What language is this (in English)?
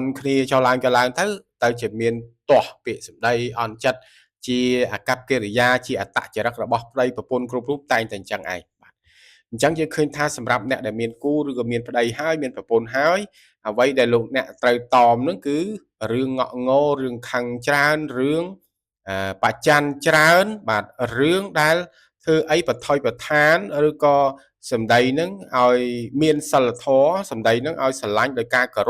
Khmer